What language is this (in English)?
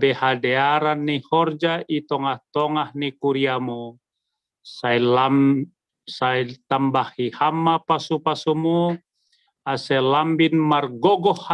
Batak Simalungun